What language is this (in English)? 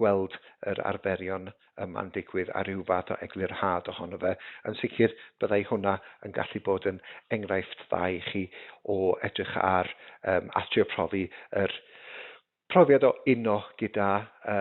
Welsh